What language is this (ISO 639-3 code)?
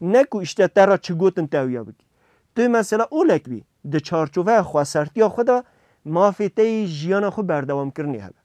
kur